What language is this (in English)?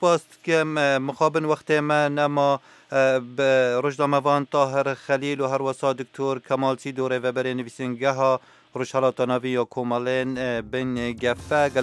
Kurdish